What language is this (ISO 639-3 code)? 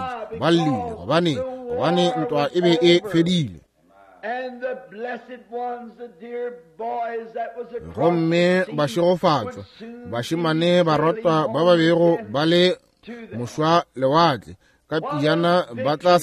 nso